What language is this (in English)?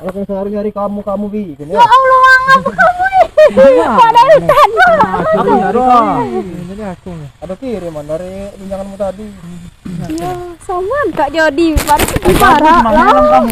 Musi